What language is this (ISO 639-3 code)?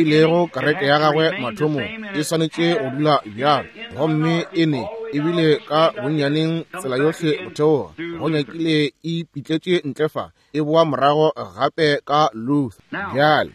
nso